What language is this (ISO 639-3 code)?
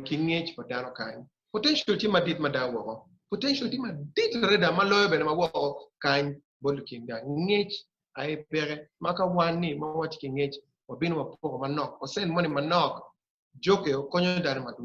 ach